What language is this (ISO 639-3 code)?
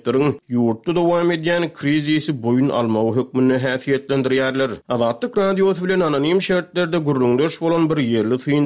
tuk